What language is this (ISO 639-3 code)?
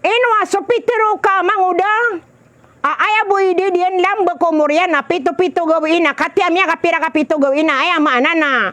mrw